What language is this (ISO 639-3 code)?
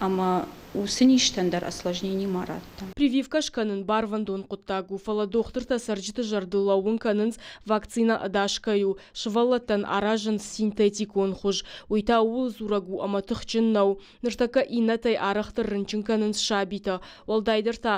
oss